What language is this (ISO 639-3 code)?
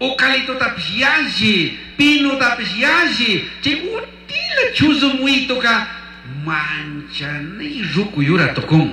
qug